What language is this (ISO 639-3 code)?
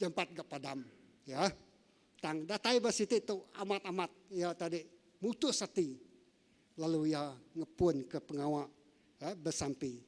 iba